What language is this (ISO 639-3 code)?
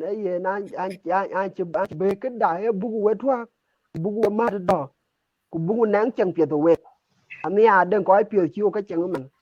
din